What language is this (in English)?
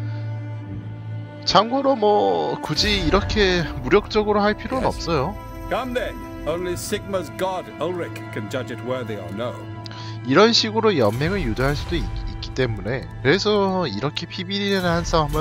Korean